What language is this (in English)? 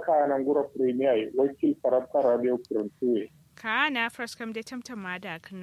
Kanuri